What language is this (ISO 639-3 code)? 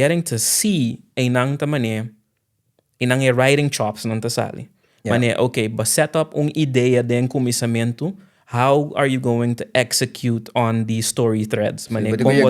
pap